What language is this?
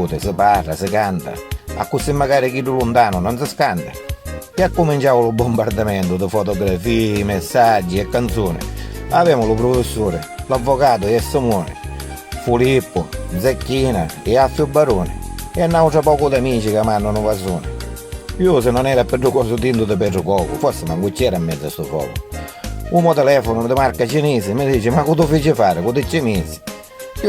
Sicilian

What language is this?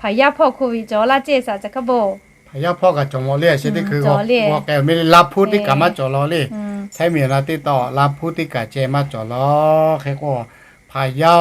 Lahu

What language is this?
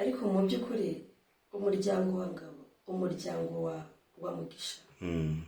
Kinyarwanda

